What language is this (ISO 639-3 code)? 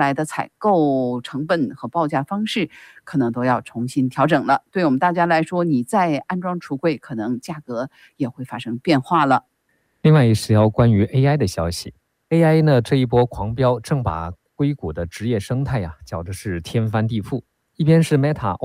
zho